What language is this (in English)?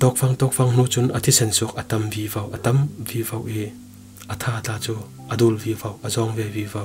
Falam Chin